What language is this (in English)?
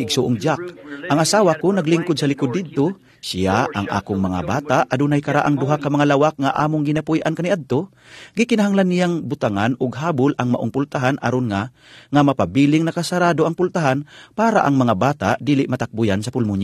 Cebuano